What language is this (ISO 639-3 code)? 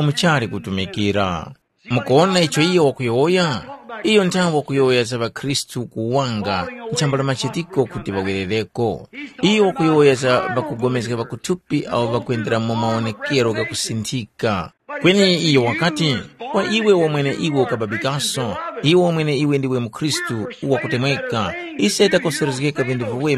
tum